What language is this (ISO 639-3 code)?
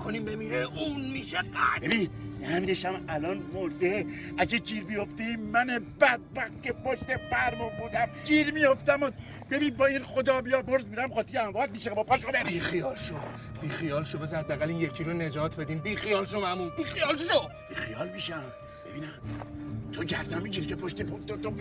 fas